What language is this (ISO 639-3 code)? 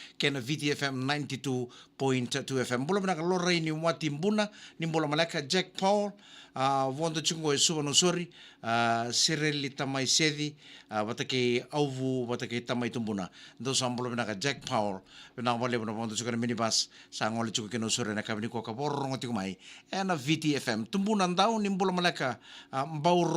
fij